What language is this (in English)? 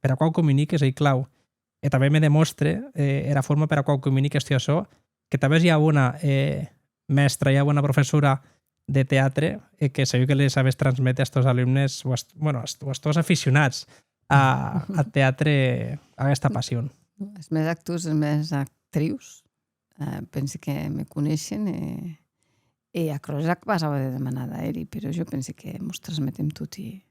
Occitan